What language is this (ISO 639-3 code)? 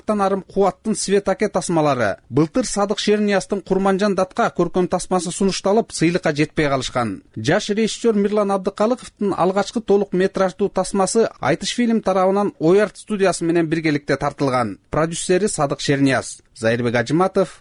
kir